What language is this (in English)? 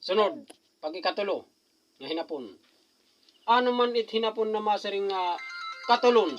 Waray